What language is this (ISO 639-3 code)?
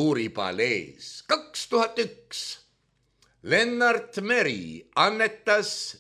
est